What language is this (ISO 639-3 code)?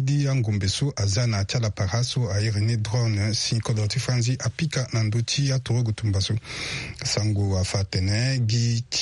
sag